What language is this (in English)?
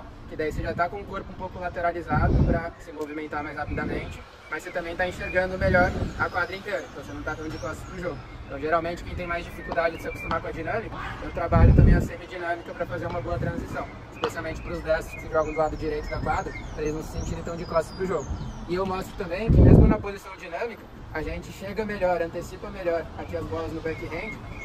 Portuguese